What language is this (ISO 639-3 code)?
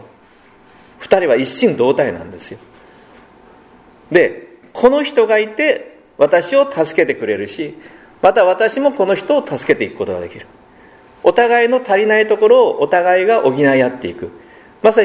jpn